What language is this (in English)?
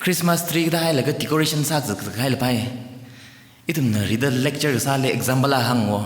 Tangkhul Naga (India)